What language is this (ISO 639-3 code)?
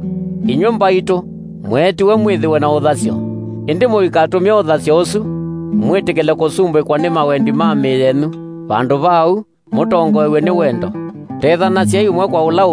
kam